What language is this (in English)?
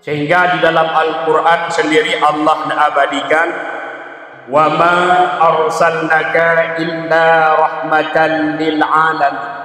Achinese